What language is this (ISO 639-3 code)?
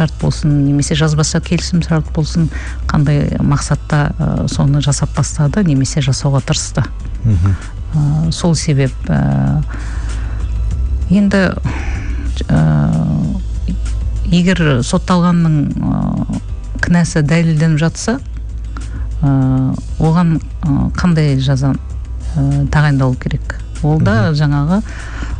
kaz